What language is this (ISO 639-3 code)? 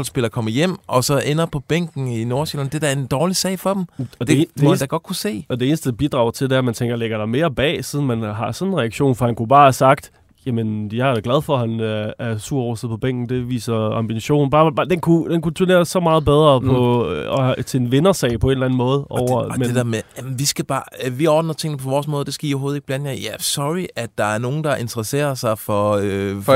dan